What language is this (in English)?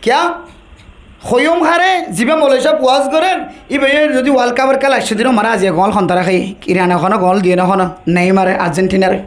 Rohingya